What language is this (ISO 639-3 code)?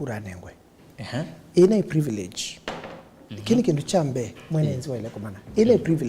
kam